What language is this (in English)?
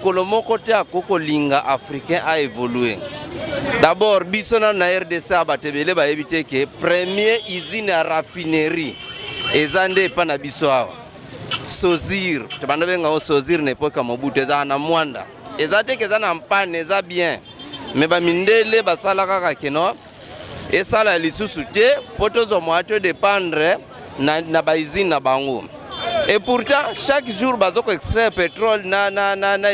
Lingala